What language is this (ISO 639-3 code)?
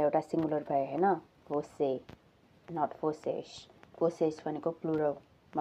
nep